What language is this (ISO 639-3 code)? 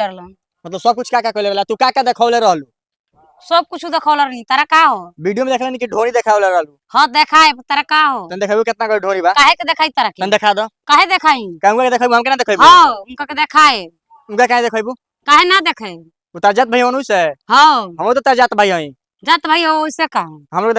bho